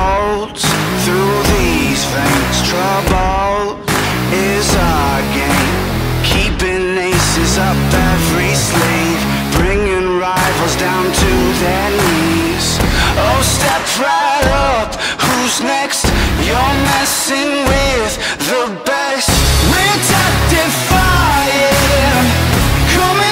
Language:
English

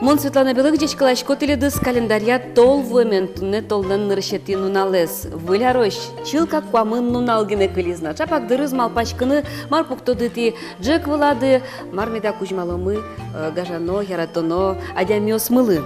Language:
Udmurt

